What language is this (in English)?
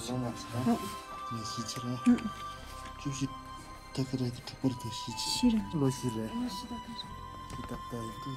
Tibetan